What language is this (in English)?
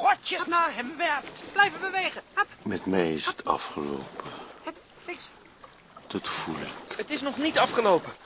Dutch